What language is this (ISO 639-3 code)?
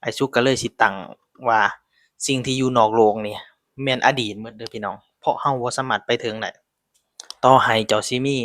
lao